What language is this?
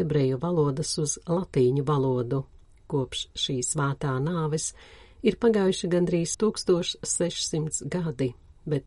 Latvian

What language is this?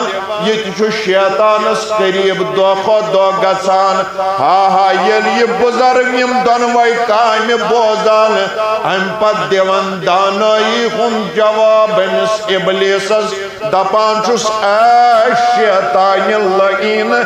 Kashmiri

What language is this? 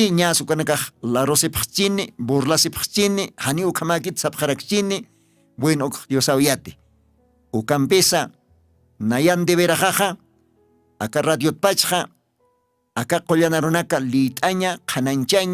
Aymara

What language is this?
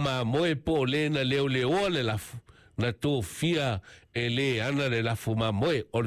Samoan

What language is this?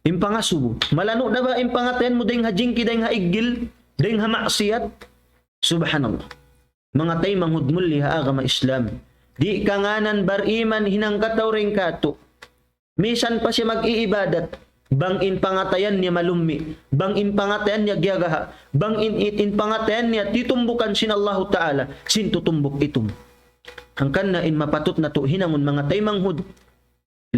Tausug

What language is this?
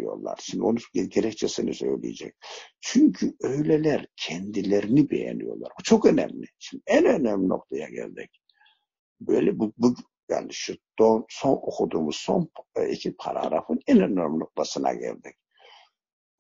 Turkish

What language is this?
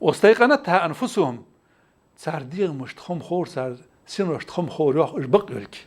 Ingush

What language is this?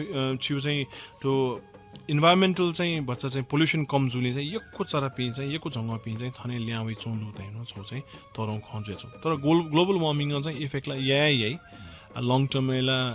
Newari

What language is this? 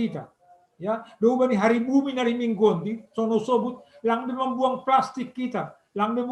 Batak Simalungun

